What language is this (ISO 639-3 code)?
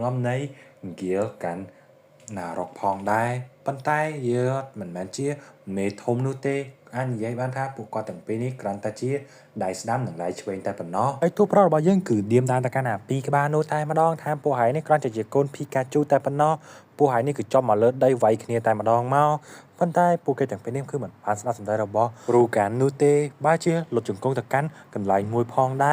khm